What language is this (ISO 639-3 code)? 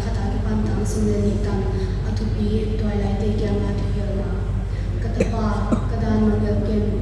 pck